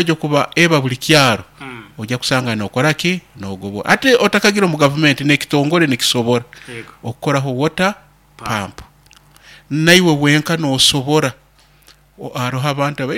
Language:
Nyoro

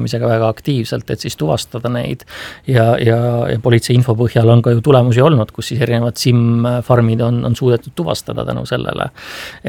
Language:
Estonian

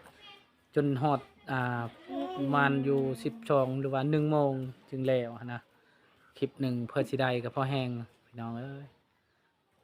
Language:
Lao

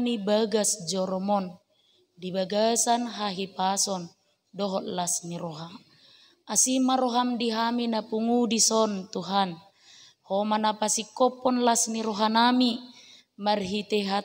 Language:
Batak Toba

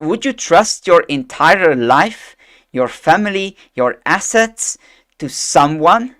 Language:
English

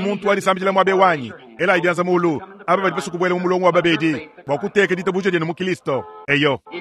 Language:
Luba-Lulua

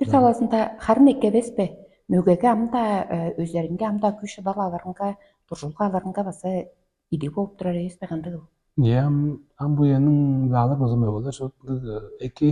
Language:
Tuvinian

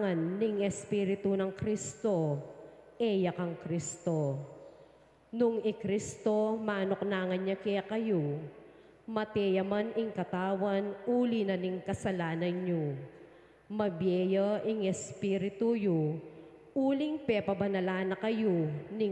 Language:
Pampanga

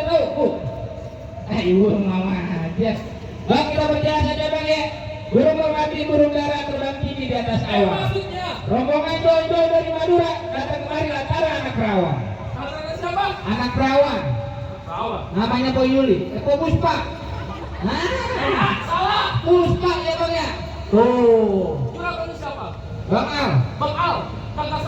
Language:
Betawi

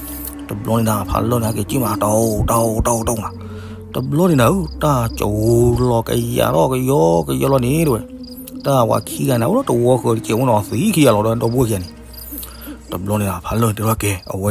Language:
S'gaw Karen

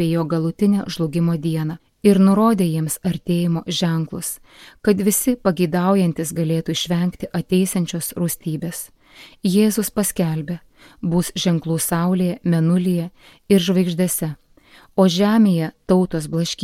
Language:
Lithuanian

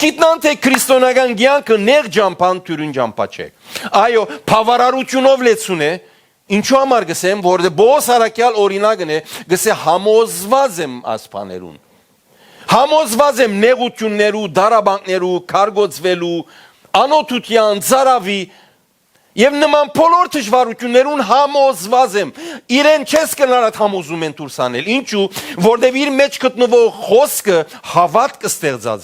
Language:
Western Armenian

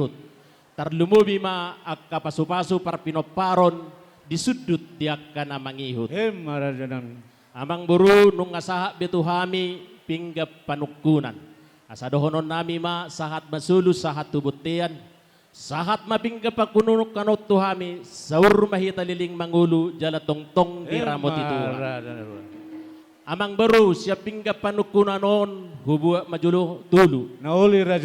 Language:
Batak Toba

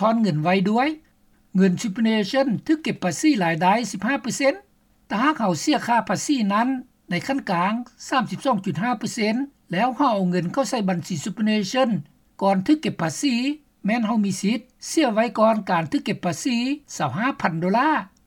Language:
Lao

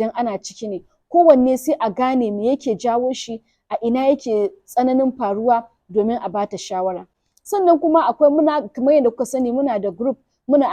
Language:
Hausa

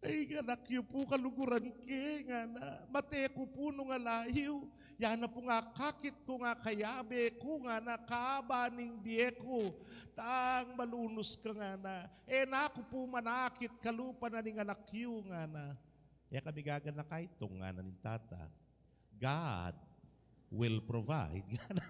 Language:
Pampanga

